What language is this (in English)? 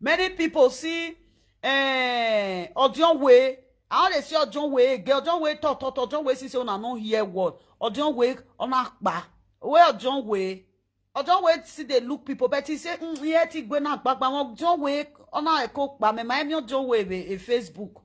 Nigerian Pidgin